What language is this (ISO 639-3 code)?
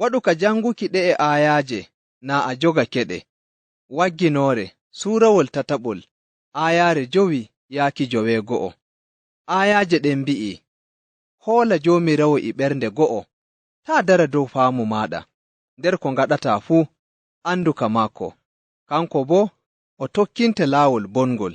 fuv